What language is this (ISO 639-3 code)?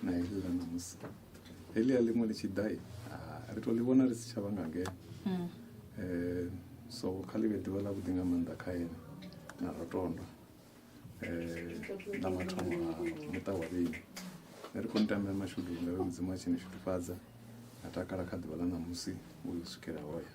ven